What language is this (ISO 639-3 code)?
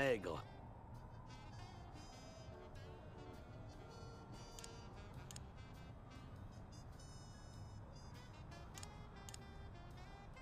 fra